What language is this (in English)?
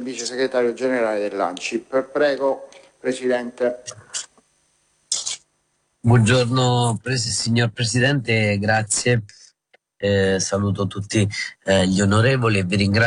Italian